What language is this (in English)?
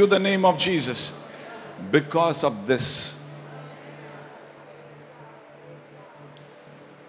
Malayalam